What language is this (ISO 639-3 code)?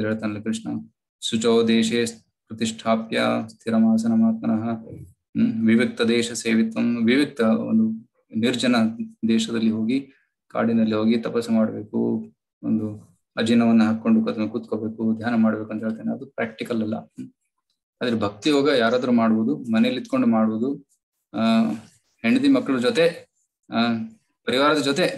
kan